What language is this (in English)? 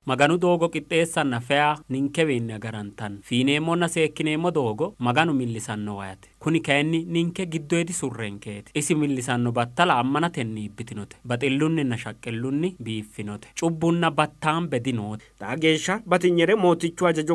Sidamo